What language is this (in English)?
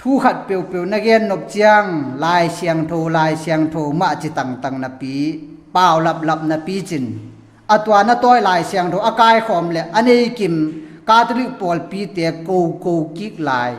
Tedim Chin